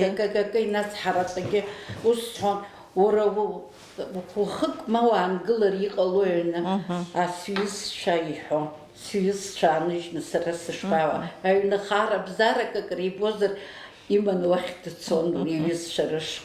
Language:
Abkhazian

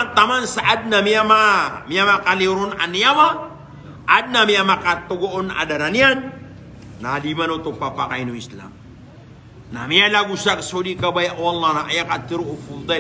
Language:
Maranao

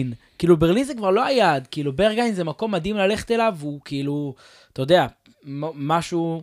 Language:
Hebrew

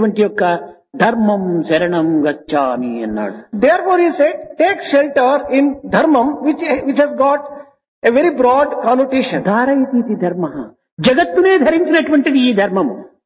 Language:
Telugu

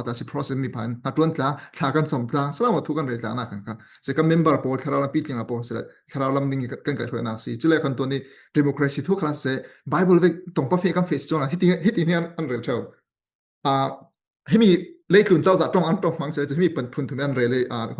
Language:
Falam Chin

